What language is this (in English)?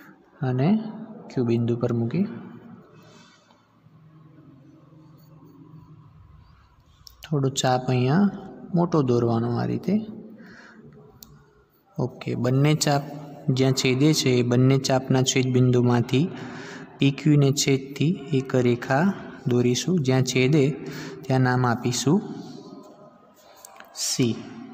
Gujarati